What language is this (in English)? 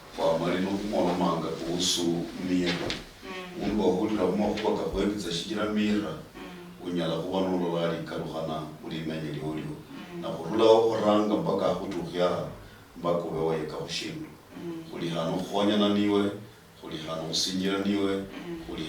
Luyia